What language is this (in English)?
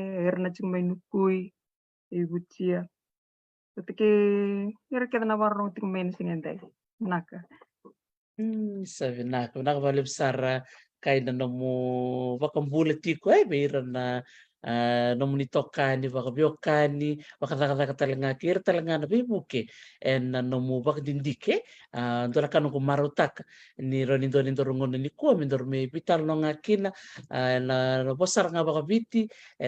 Fijian